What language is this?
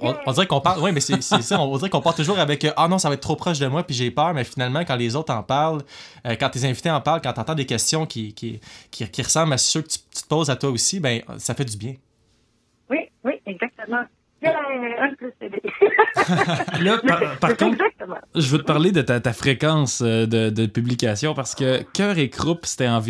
French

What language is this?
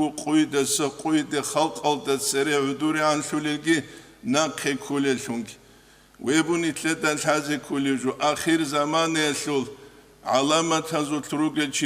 Avaric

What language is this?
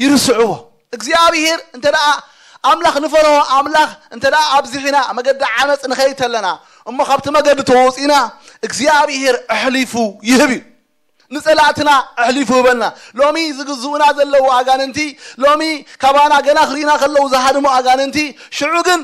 Tigrinya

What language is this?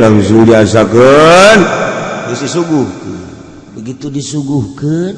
Sundanese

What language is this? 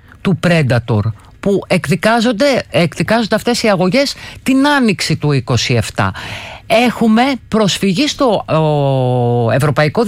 Greek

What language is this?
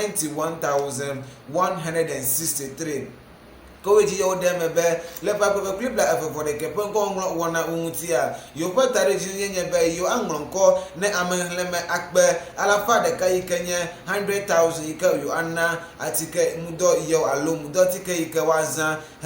Ewe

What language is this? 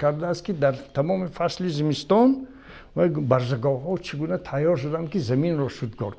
Tajik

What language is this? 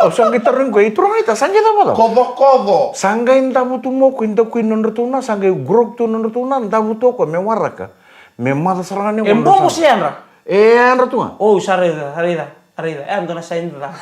Fijian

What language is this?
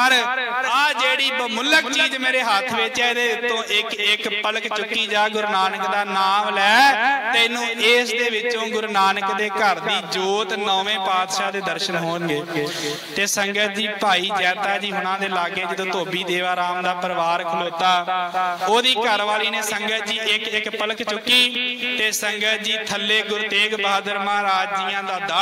Punjabi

